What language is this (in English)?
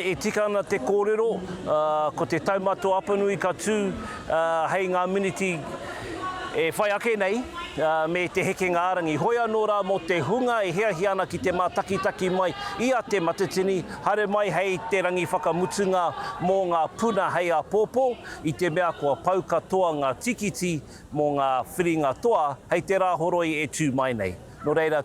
Māori